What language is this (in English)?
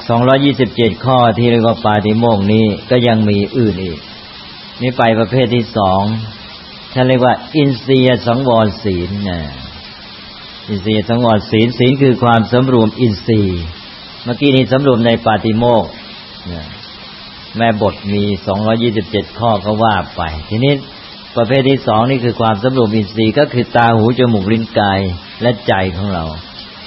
Thai